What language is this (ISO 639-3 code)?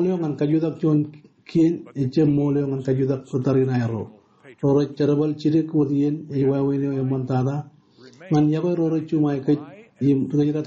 mah